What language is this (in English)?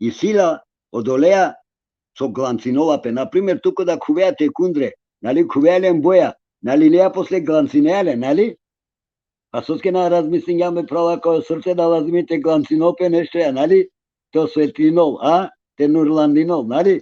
Balkan Romani